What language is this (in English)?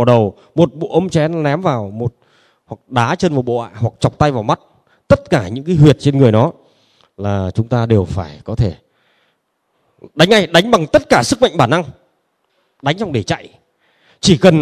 Vietnamese